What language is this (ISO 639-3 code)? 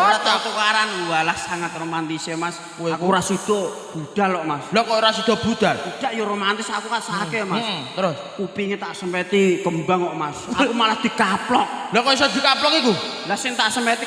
jav